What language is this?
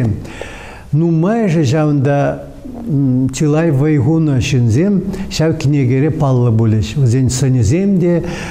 Chuvash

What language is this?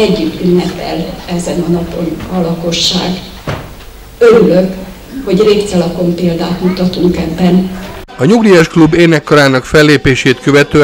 Hungarian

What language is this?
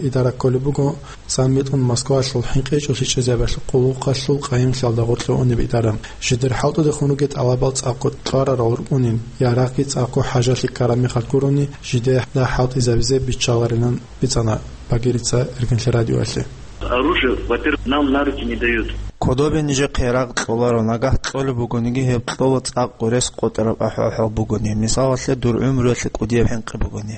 Avaric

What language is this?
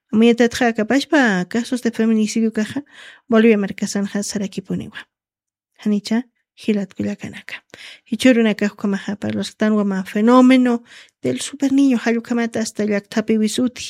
Aymara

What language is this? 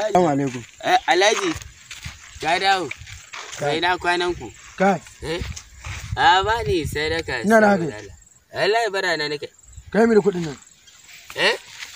Hausa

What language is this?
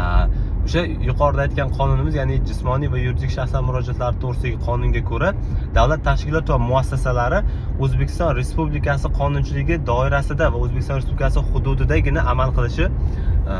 Uzbek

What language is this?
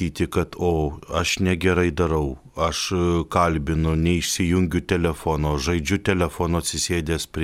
Lithuanian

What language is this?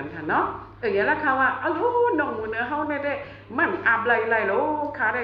Shan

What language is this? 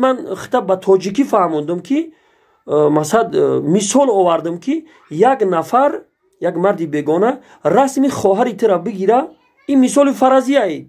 Tajik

